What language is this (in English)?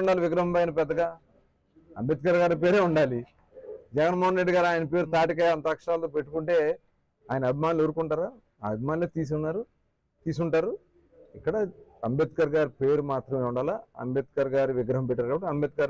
Telugu